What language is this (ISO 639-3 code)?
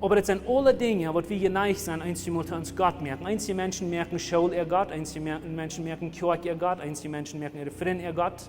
pdt